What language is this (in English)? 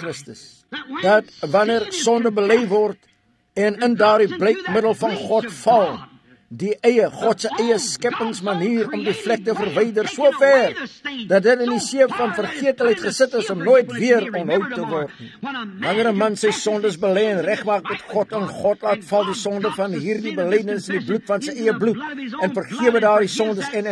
Afrikaans